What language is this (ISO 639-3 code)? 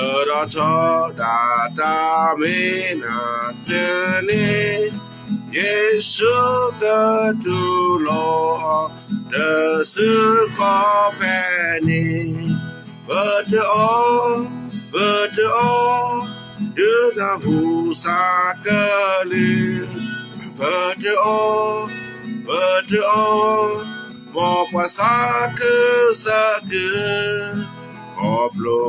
ksw